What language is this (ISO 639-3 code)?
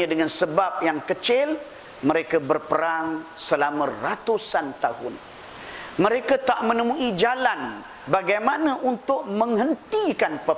msa